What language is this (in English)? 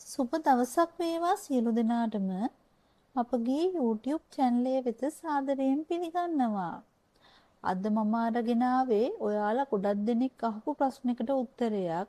Sinhala